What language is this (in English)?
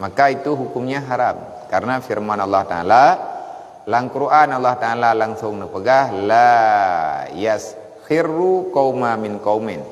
Achinese